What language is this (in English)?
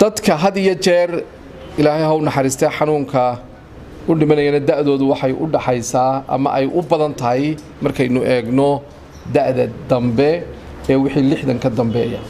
Somali